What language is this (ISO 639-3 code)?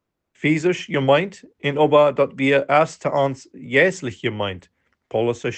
pdt